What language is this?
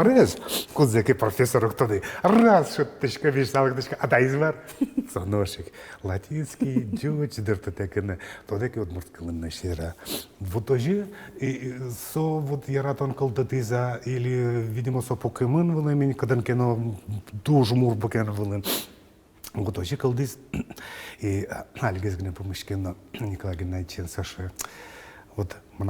Udmurt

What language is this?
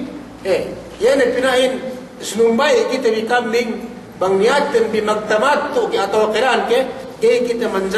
Yakan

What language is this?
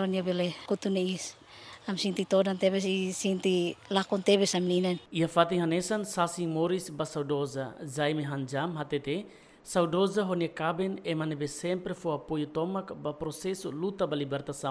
Tetum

